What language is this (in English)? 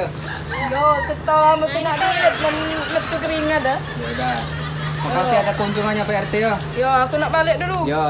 Musi